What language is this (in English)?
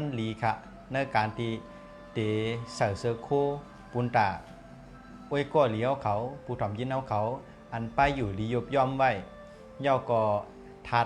Shan